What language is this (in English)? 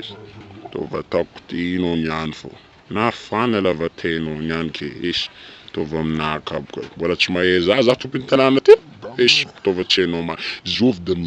Malagasy